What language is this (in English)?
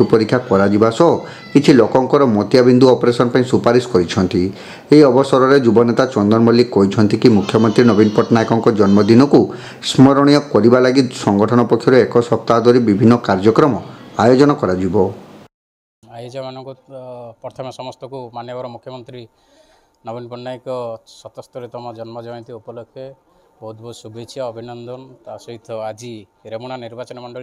Odia